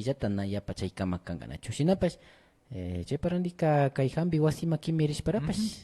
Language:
Imbabura Highland Quichua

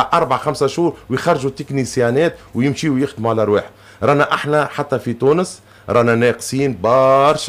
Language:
Tunisian Arabic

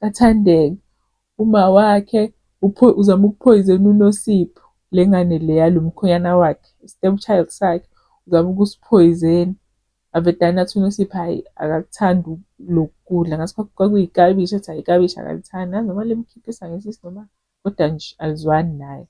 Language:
Zulu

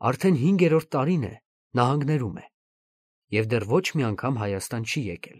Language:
Armenian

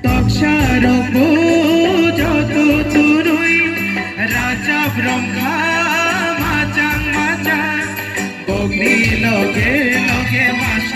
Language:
Kok Borok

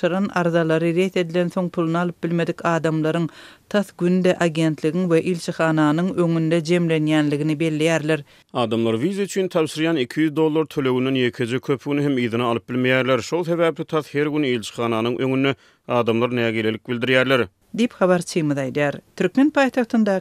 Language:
Turkmen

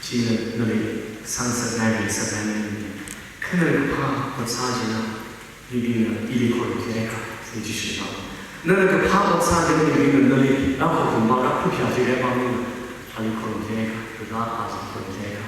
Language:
Tangkhul Naga (India)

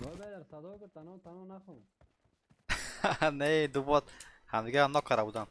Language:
Persian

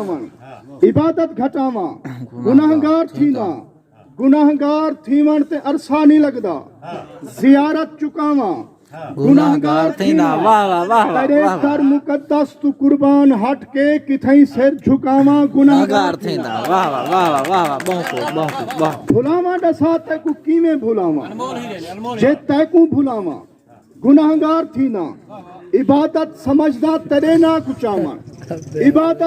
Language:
Saraiki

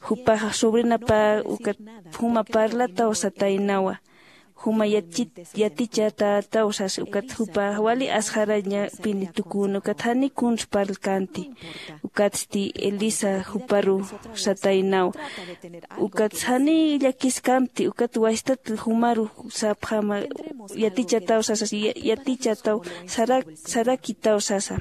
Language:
Aymara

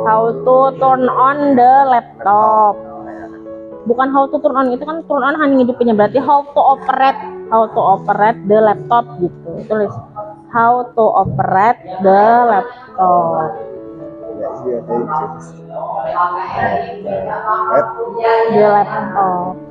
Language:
Indonesian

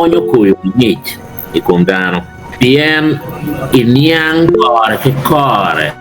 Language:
Acoli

